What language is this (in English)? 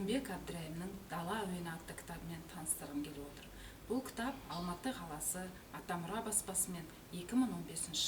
Kazakh